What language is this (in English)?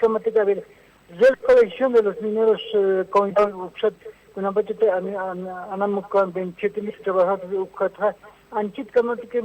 Aymara